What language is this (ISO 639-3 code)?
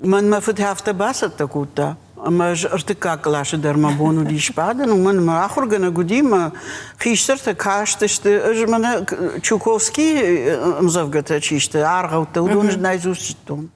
oss